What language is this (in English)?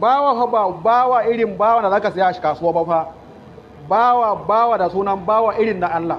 Hausa